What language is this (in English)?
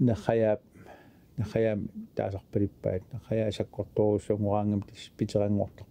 Kalaallisut